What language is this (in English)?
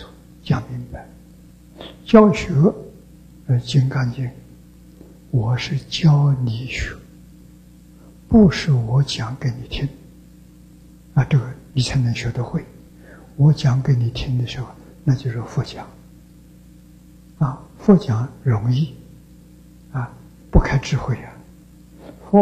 Chinese